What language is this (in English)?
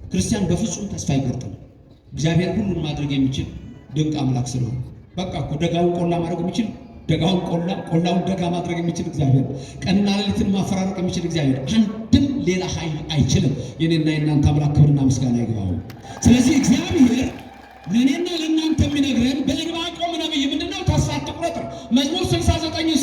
Amharic